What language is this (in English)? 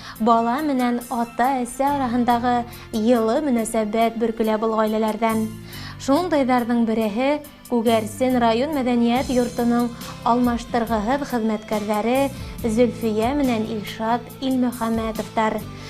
Bashkir